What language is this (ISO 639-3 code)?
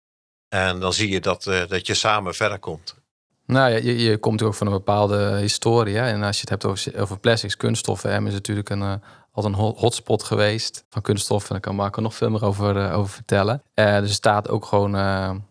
nld